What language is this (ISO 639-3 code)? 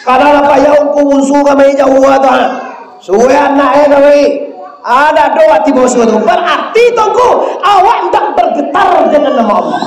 min